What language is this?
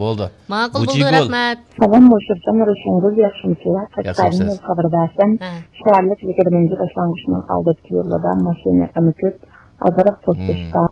Uyghur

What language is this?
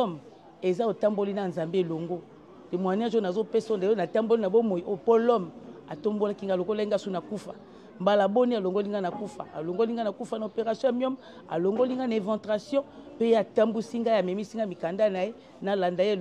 Lingala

